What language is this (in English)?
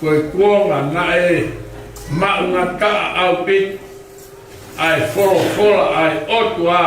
Tongan